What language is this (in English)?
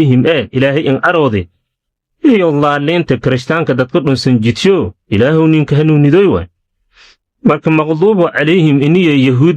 Somali